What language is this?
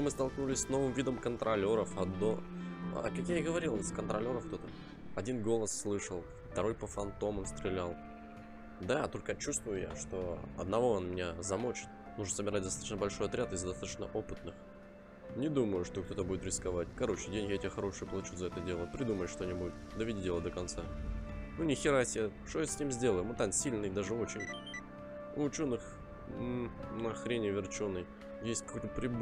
Russian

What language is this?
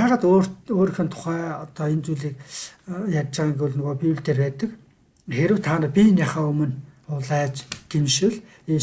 Mongolian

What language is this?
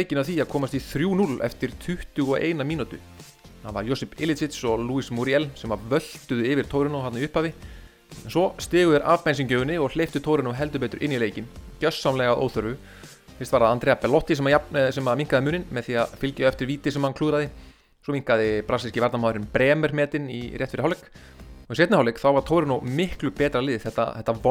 Icelandic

